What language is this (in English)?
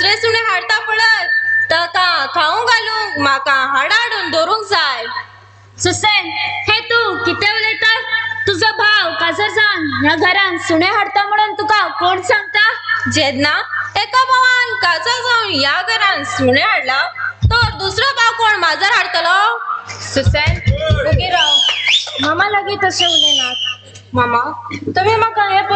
Konkani